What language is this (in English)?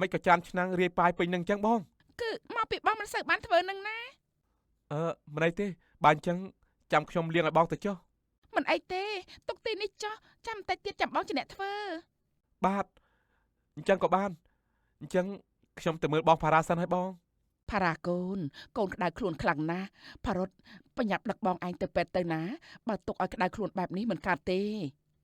Khmer